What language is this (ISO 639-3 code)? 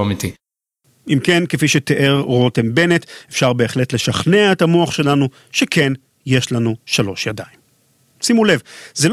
heb